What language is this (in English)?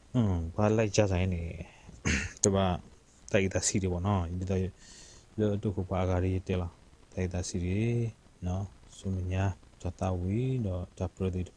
S'gaw Karen